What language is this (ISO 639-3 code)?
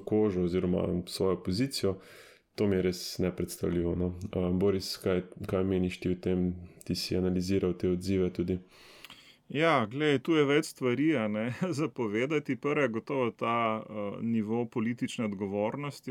slv